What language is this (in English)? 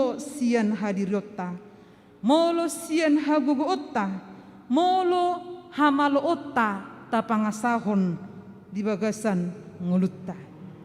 Batak Toba